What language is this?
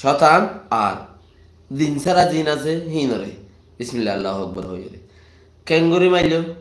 Rohingya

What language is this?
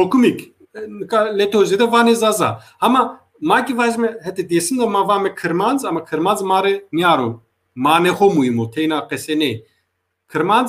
Zaza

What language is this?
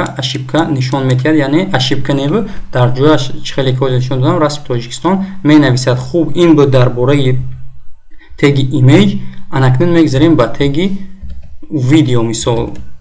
Tajik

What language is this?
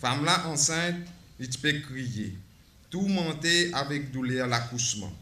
Morisyen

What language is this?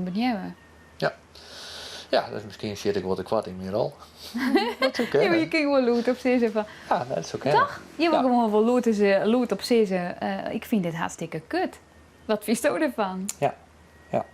Western Frisian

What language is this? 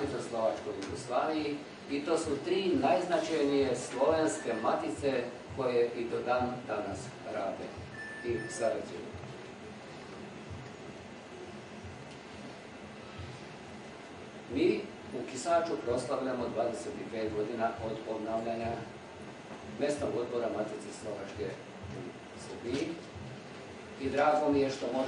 Serbian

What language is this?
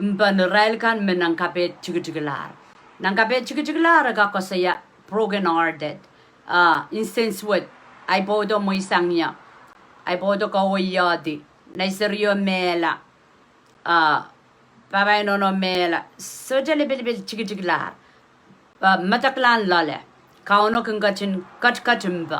Pohnpeian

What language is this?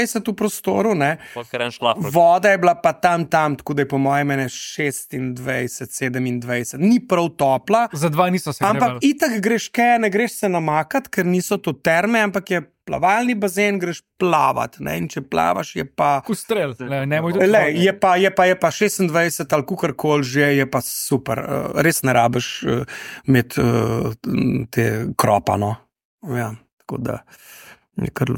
Slovenian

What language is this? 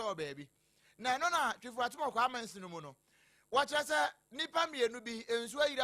Akan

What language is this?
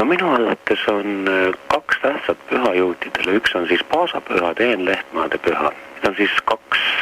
Estonian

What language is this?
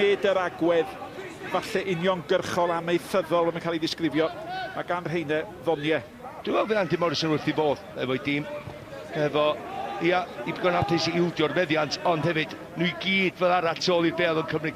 Welsh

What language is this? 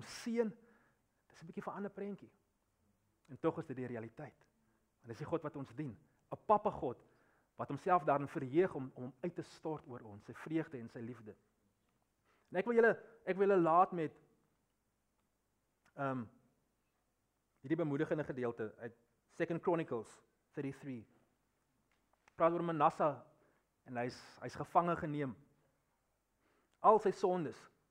Afrikaans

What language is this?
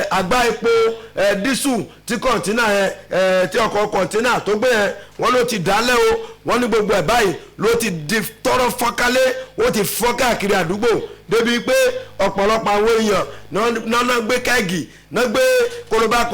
Yoruba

